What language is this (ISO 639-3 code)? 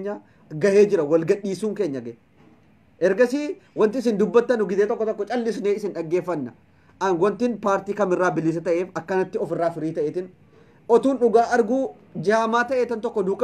orm